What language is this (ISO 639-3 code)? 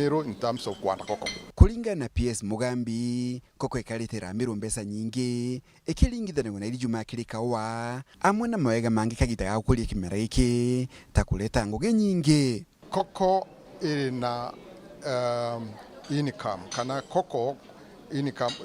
mer